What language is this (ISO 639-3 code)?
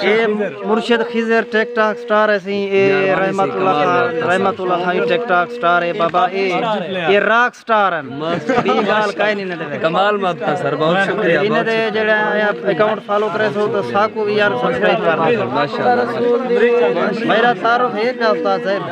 skr